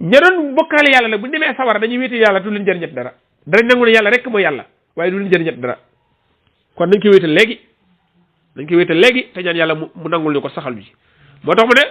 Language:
Wolof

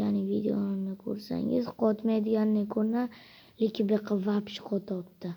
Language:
Uzbek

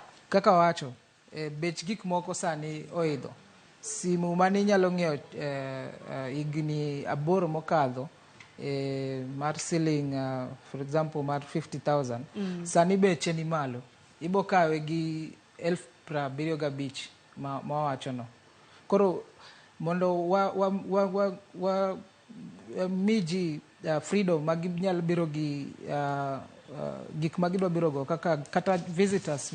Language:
Luo (Kenya and Tanzania)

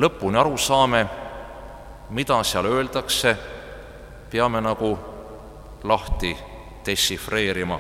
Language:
Estonian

